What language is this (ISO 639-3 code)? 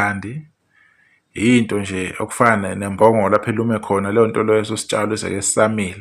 zul